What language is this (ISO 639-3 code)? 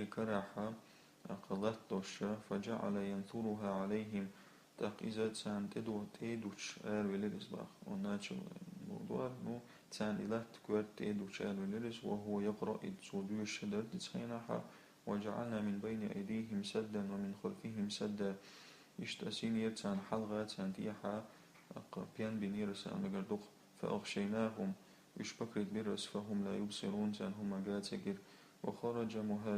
che